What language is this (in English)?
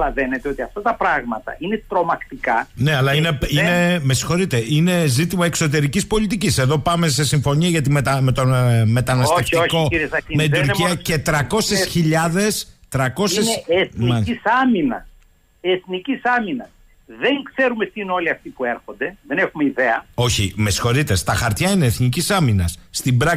Greek